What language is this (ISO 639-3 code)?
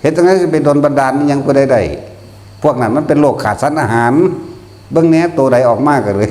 tts